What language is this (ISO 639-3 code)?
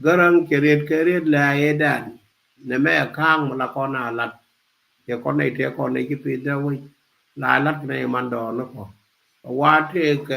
nus